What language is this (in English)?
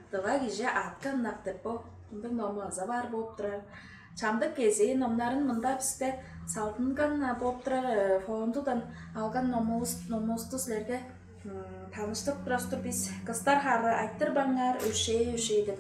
Tuvinian